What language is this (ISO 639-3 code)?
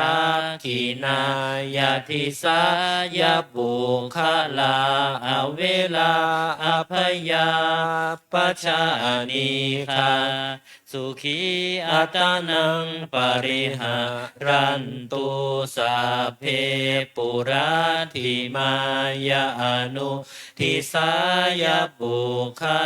pli